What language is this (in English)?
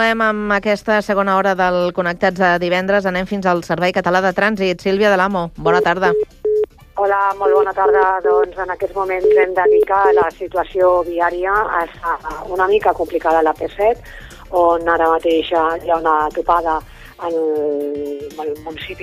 Catalan